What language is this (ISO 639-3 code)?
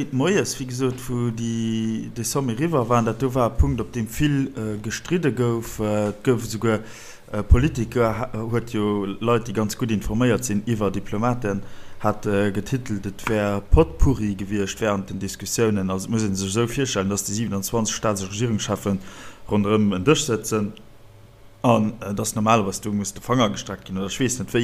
ltz